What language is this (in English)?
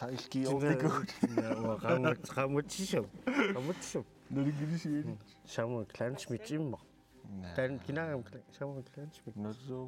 Kalaallisut